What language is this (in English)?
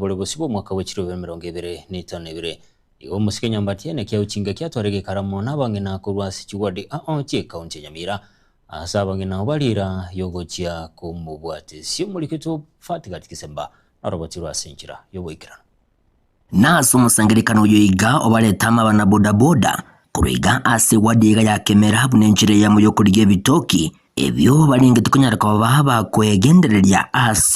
Gusii